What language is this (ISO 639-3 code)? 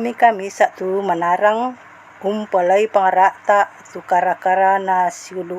sda